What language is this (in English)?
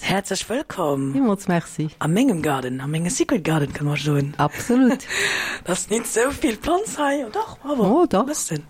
Luxembourgish